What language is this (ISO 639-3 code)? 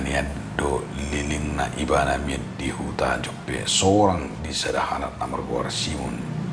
bbc